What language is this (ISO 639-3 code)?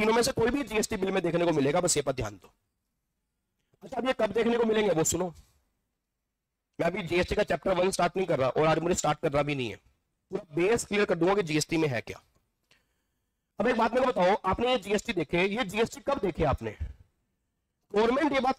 hin